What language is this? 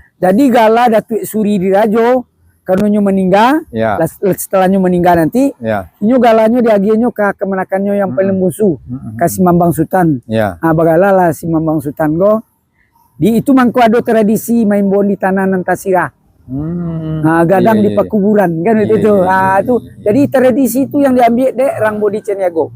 Minangkabau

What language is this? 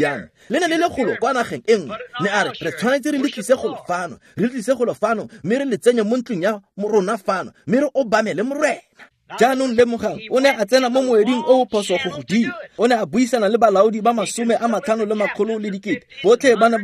Tswana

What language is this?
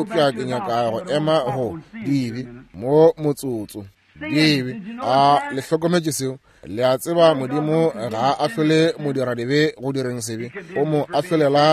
Northern Sotho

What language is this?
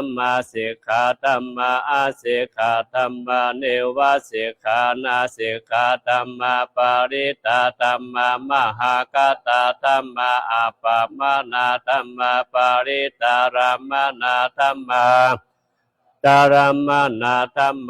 Pali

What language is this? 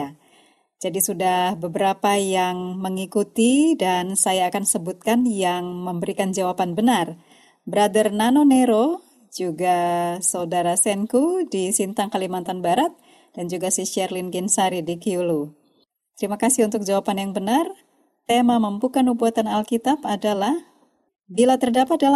Indonesian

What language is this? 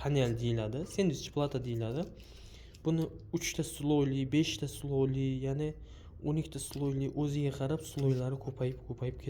Uzbek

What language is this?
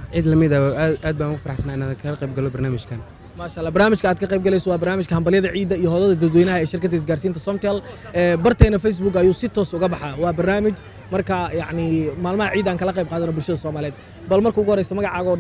Somali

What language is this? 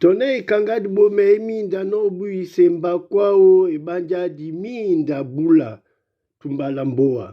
Duala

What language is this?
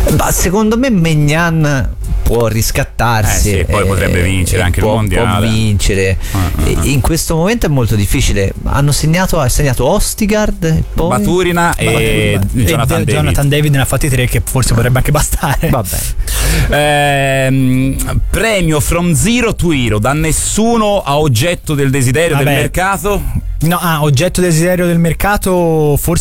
Italian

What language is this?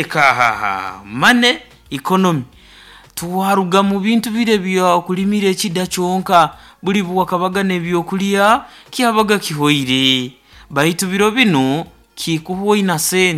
Nyoro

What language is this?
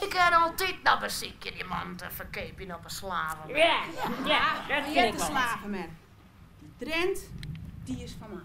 Western Frisian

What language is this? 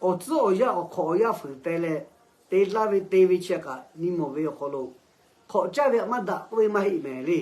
Lahu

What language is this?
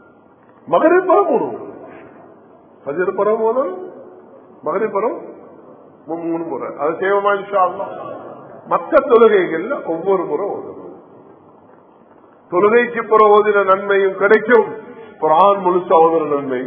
Tamil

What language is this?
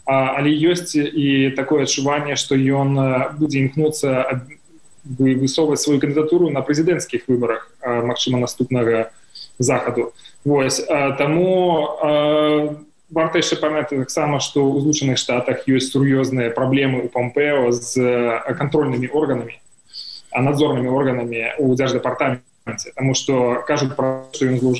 Belarusian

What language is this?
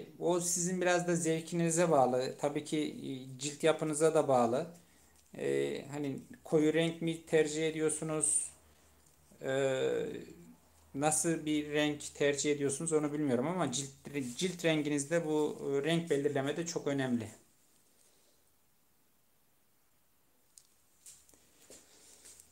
Turkish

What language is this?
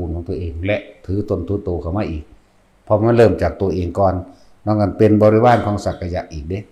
Northeastern Thai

